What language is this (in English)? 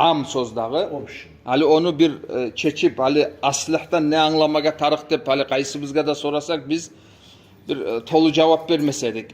Kumyk